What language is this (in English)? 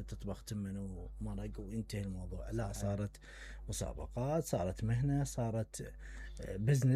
Mesopotamian Arabic